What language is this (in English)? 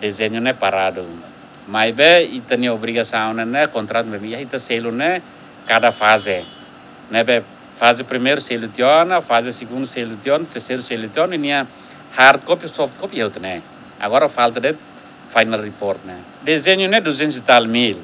Tetum